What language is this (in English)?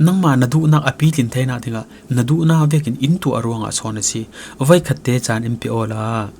Falam Chin